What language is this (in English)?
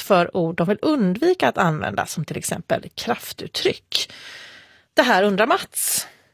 Swedish